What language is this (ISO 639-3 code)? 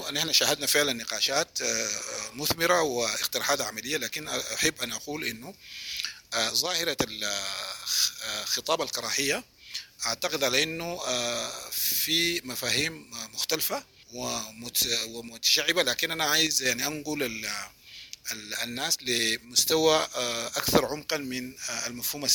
apd